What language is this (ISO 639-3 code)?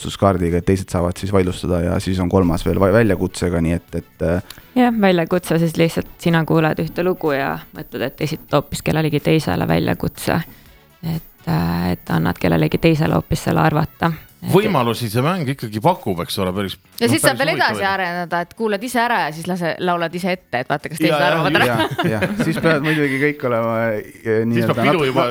est